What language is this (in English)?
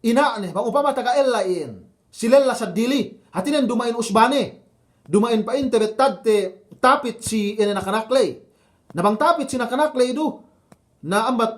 Yakan